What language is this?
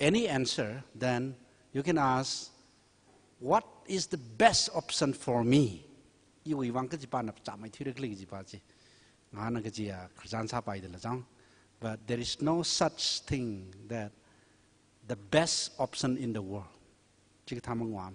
Tangkhul Naga (India)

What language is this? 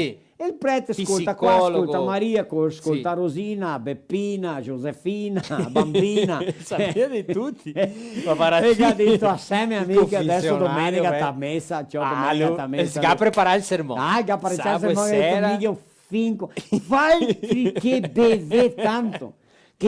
Venetian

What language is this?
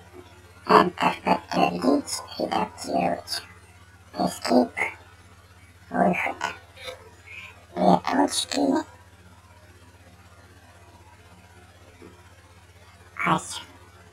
Russian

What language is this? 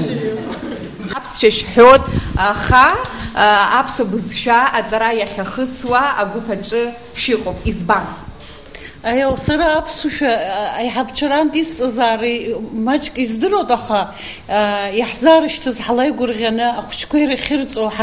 Abkhazian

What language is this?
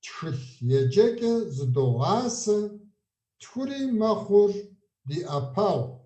Kabardian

